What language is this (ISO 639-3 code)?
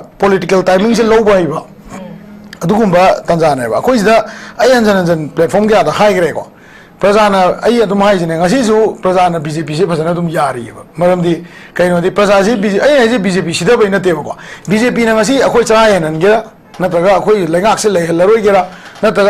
mni